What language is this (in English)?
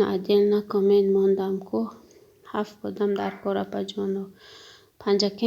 Tajik